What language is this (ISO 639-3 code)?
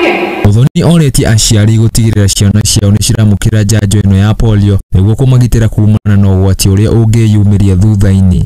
kik